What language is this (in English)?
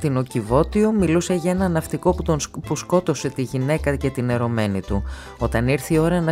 Greek